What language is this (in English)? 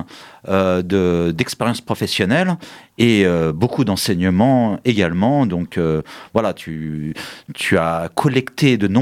French